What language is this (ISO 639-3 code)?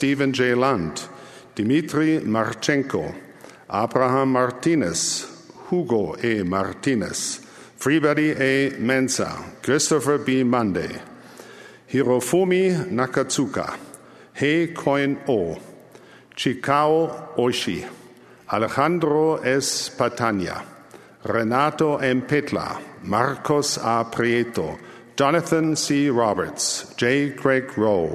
hye